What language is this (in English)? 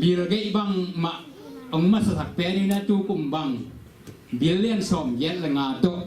Tedim Chin